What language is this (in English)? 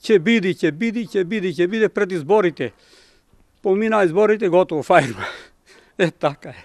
Macedonian